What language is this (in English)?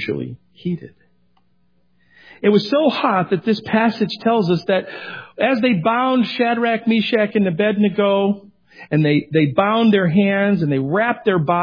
English